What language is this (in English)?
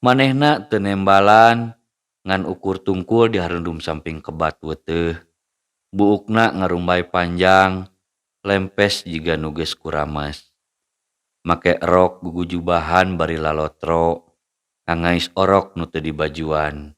Sundanese